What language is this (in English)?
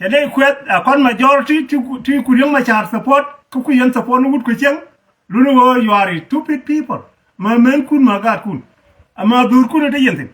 Nuer